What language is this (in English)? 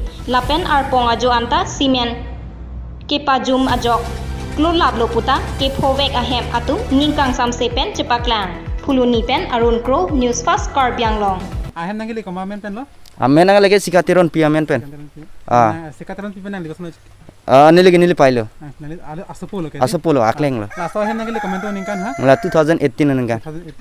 Karbi